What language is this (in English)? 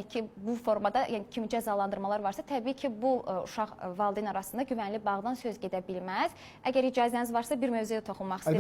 Azerbaijani